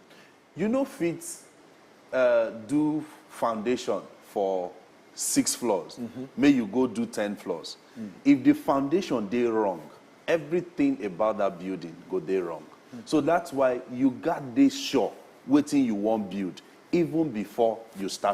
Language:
Nigerian Pidgin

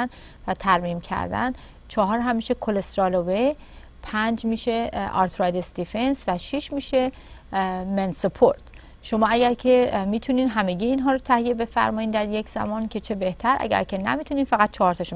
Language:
Persian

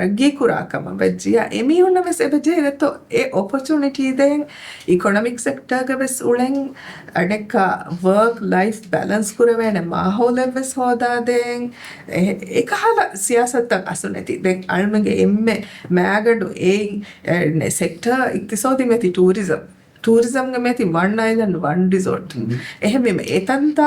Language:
Divehi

